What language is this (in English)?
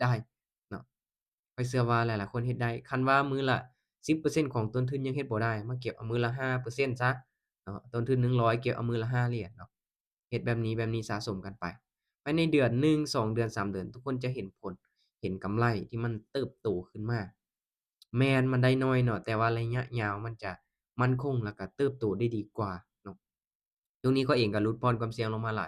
Lao